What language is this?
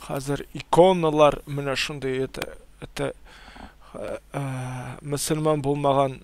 Tatar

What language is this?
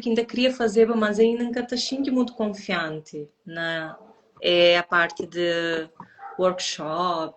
Kabuverdianu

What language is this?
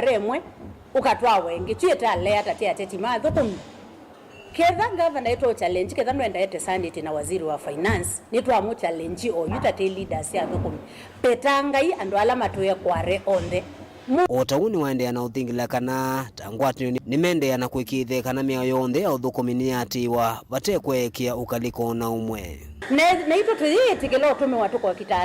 Kamba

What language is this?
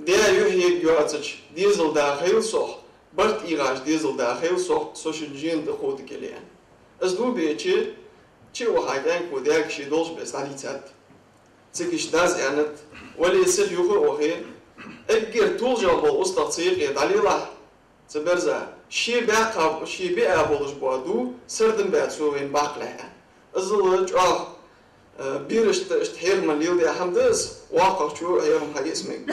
Ingush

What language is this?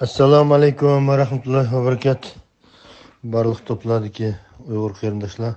Uyghur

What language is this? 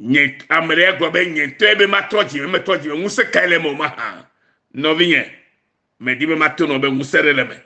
Ewe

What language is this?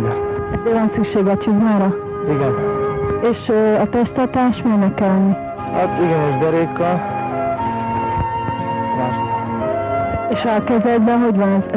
Hungarian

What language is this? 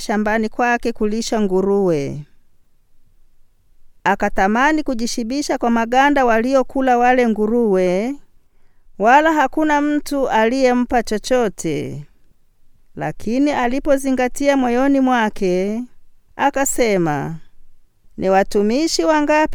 Swahili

